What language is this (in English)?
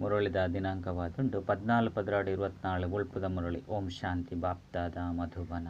Tulu